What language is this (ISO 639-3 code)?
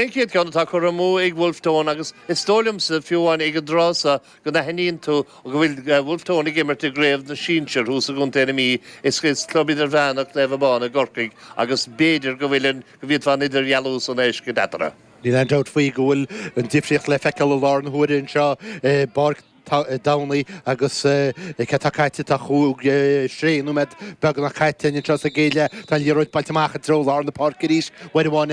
gle